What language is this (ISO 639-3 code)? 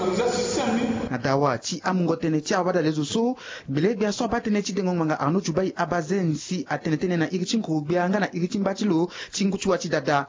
sag